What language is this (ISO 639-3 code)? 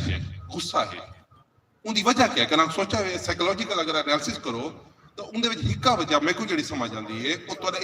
skr